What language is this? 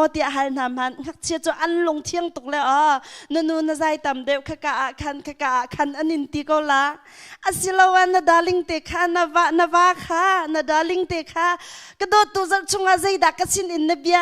Hakha Chin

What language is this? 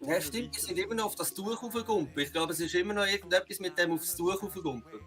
Swiss German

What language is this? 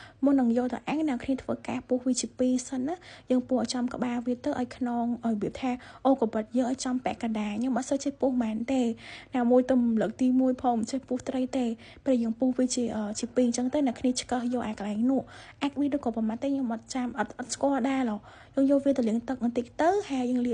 Khmer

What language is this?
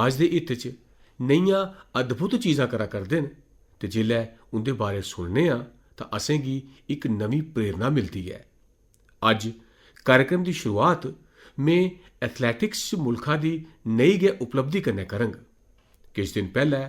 Dogri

